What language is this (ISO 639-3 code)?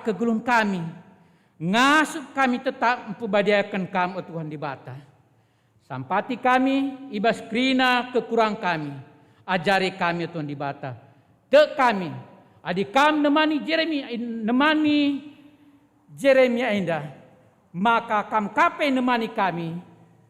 btx